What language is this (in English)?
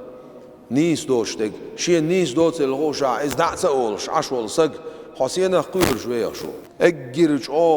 Chechen